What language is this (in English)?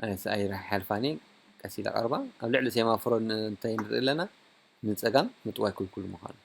Tigrinya